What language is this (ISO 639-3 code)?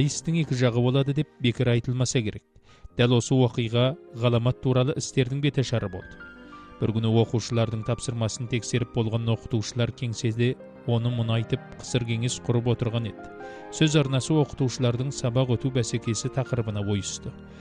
kaz